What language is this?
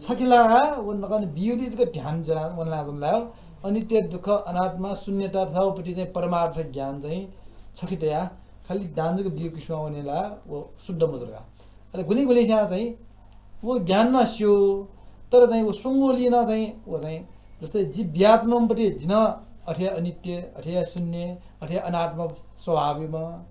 Newari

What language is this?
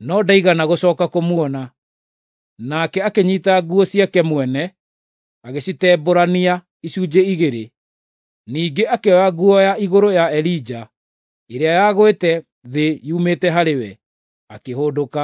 Kikuyu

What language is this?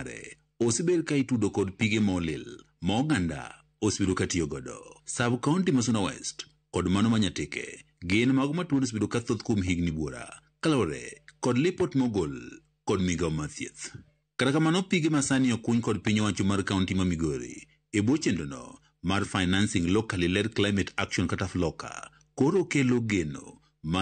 Luo (Kenya and Tanzania)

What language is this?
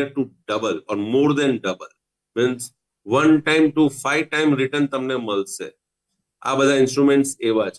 Gujarati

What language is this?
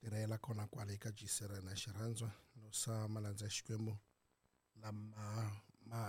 Tsonga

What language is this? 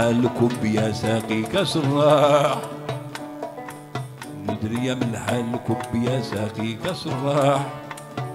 Arabic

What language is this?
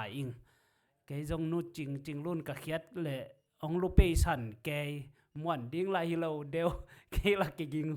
Tedim Chin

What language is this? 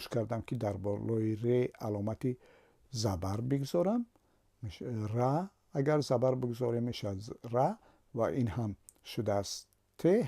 Tajik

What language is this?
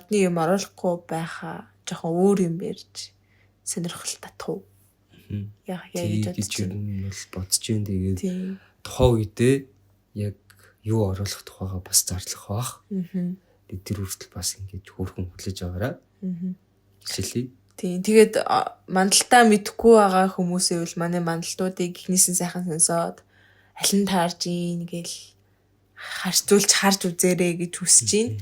Mongolian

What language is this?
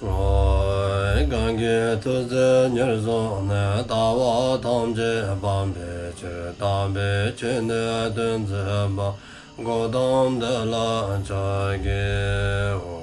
Dzongkha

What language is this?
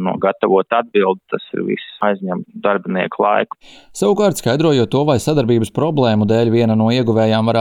Latvian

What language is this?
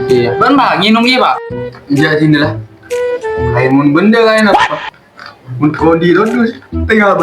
Madurese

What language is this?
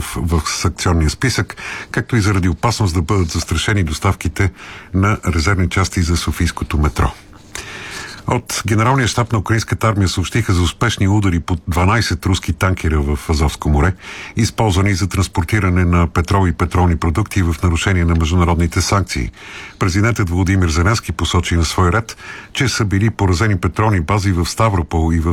Bulgarian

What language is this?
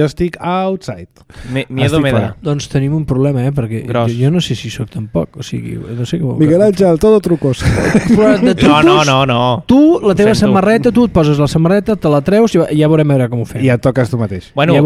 Catalan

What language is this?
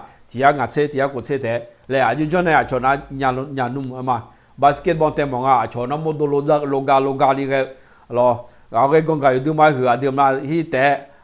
Akha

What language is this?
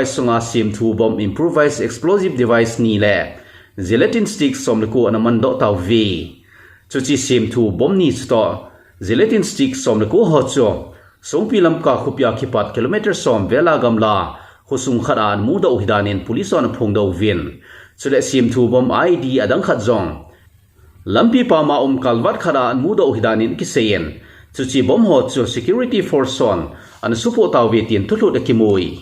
Thado Chin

